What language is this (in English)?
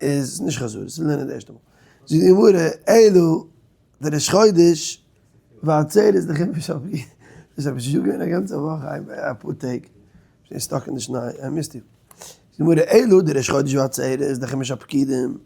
Yiddish